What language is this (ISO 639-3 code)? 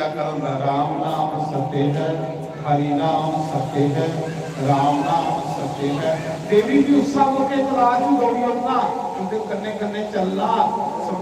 doi